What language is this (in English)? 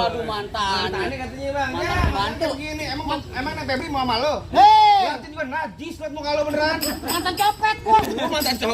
Betawi